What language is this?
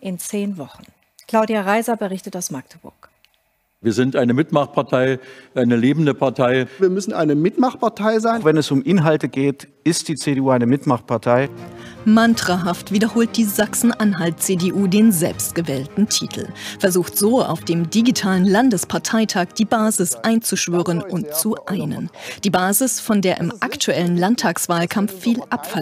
German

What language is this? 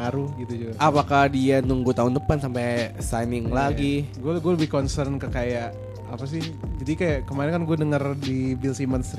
Indonesian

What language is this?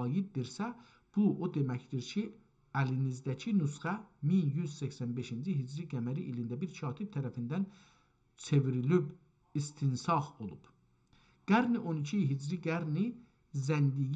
South Azerbaijani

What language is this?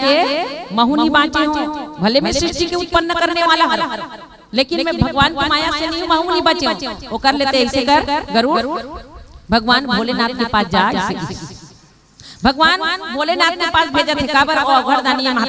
Chhattisgarhi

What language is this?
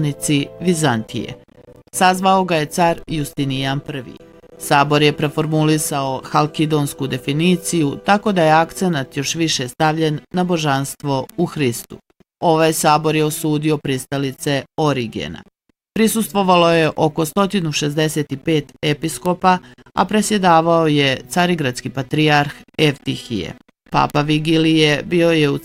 Bosnian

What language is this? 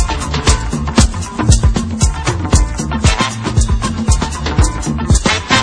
Italian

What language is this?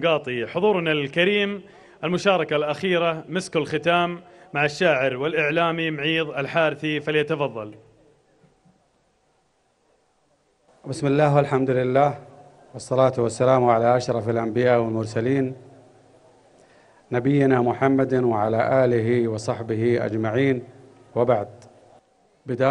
Arabic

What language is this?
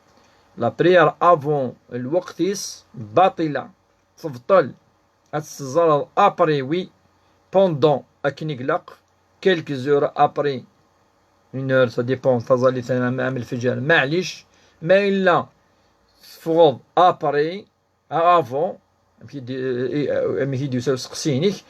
Kabyle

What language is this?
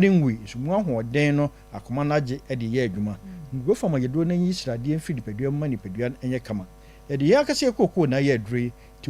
Akan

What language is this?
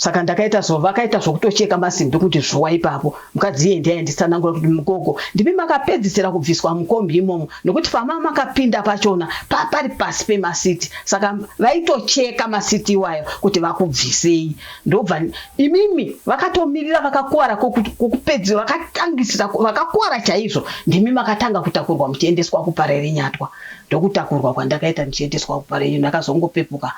Shona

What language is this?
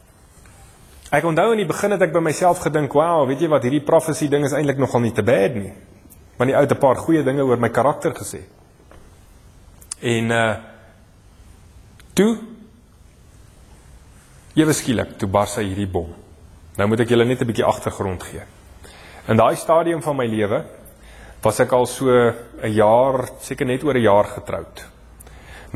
Afrikaans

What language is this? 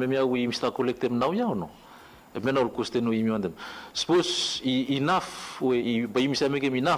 Bislama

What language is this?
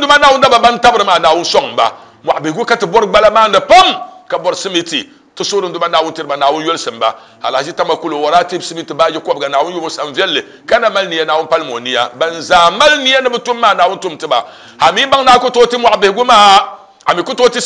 Dagbani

